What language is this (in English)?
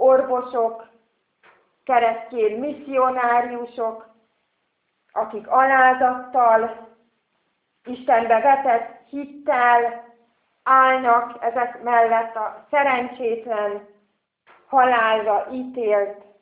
Hungarian